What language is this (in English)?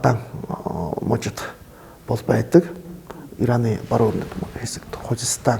Mongolian